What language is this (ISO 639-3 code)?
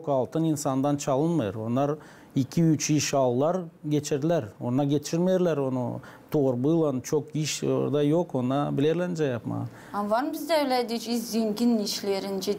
gag